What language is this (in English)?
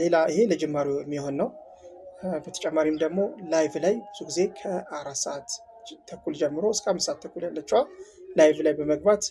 Amharic